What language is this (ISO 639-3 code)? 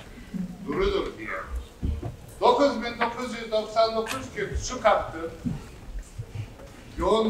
tur